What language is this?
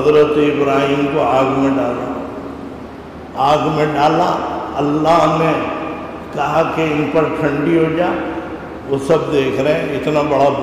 Urdu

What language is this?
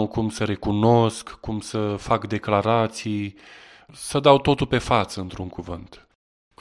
Romanian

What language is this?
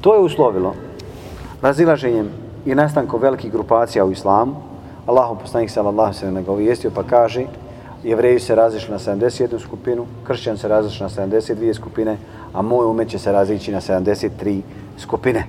Bosnian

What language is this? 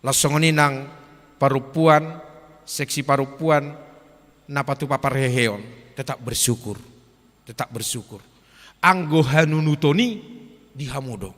Batak Toba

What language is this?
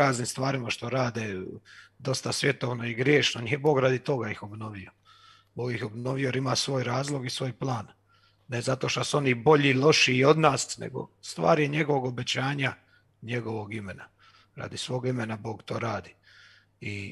Croatian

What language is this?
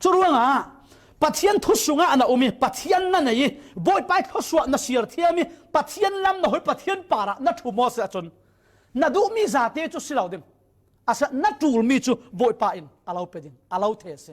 Falam Chin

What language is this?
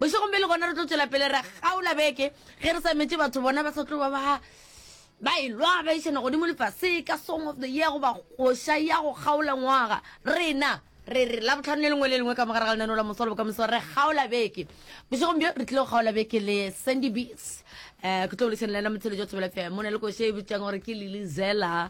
Northern Sotho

